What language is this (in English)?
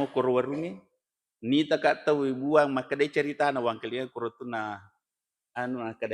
Buginese